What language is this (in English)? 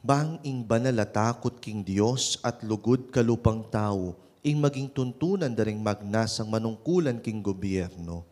Pampanga